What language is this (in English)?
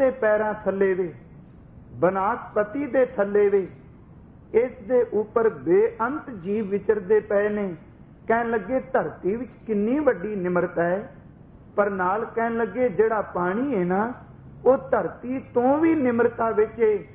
Punjabi